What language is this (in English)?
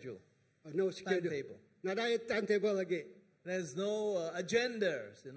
Iban